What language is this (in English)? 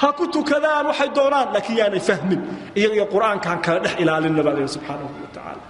Somali